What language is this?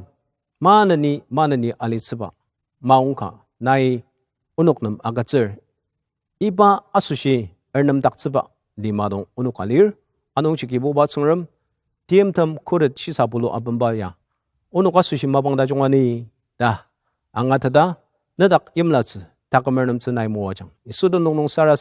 Ao Naga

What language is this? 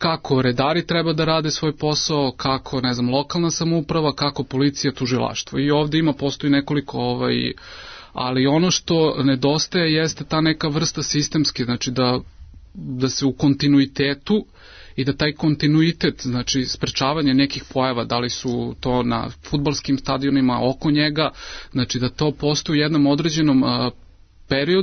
Serbian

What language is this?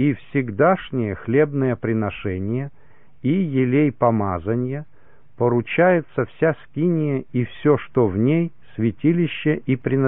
Russian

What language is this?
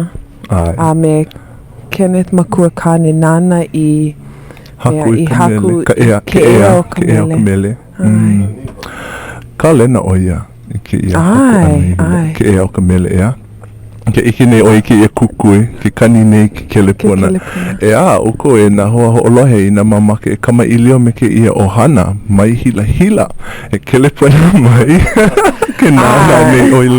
Hawaiian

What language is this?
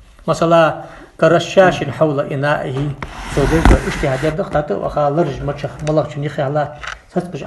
Ingush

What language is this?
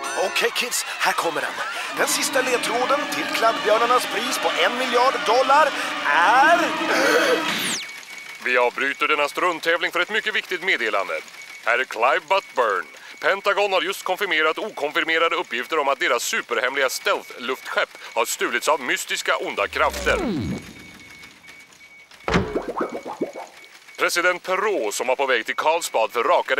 Swedish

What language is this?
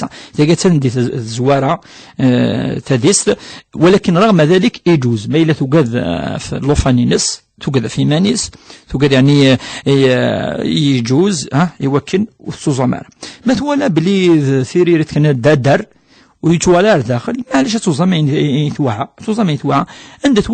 Kabyle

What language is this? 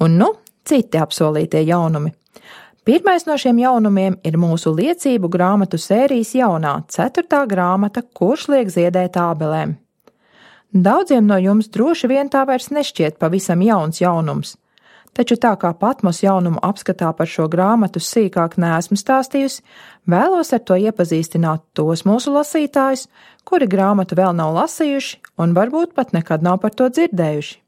Latvian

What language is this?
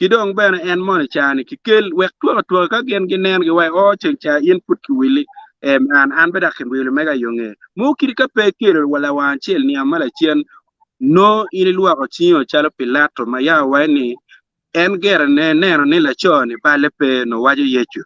Acoli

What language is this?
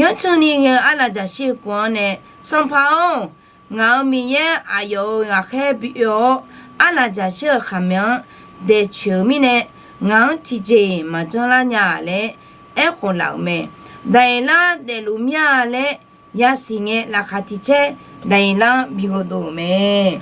Akha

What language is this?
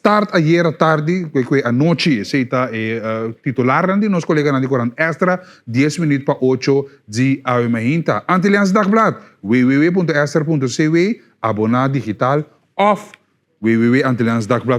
Papiamento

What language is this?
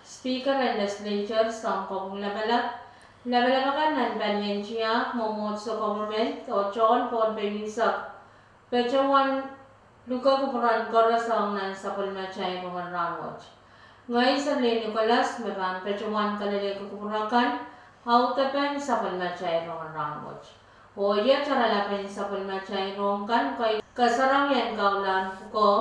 Pohnpeian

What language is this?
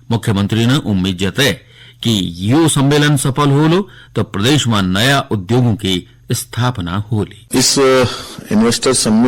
Garhwali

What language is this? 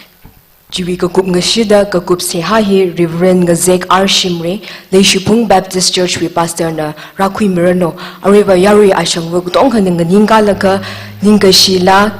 Tangkhul Naga (India)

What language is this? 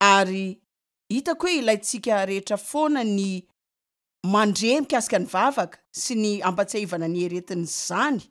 Malagasy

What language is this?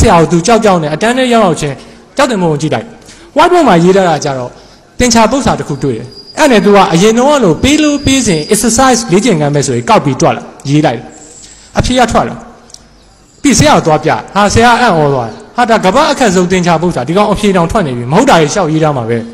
Burmese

